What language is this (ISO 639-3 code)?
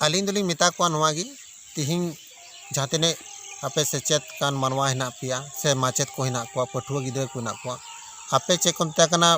sat